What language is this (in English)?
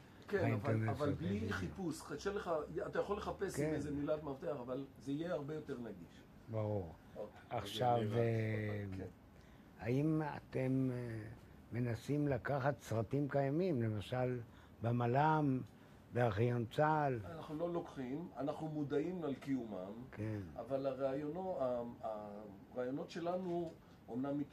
Hebrew